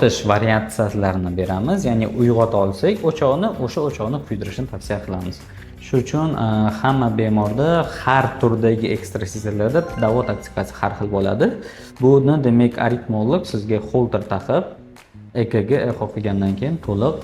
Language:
Uzbek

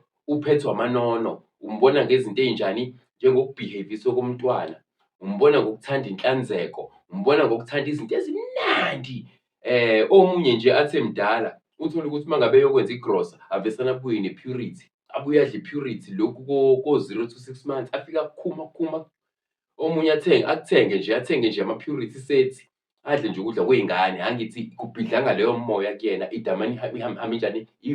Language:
Zulu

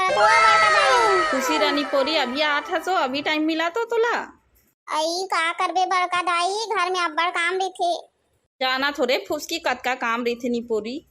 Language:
Chhattisgarhi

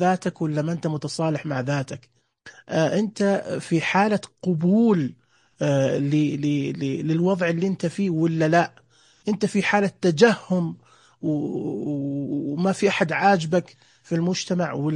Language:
Najdi Arabic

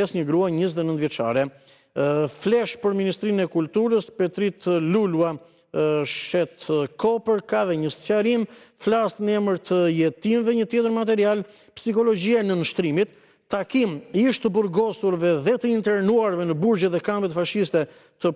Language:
Albanian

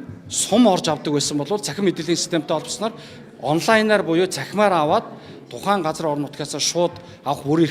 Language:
Mongolian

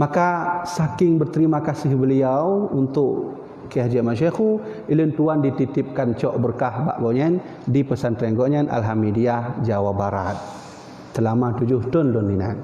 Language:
Achinese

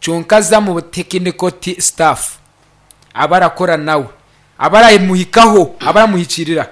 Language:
Nyankole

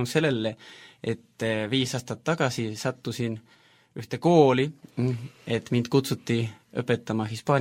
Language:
Estonian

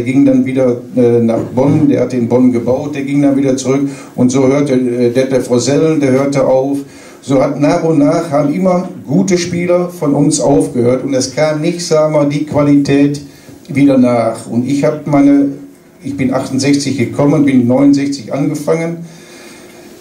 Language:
German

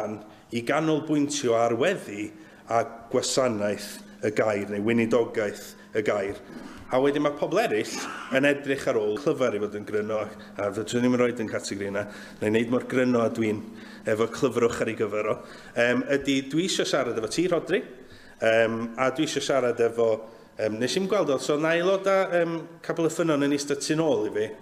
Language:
Welsh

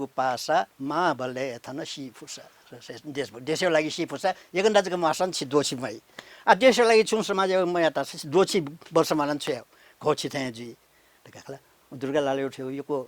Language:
Newari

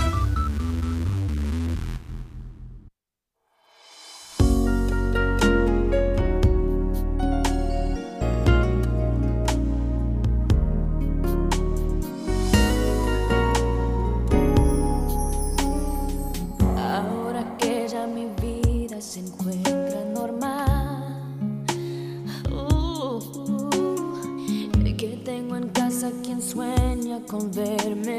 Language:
Spanish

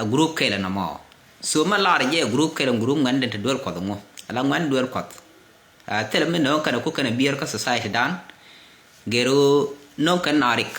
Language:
Nuer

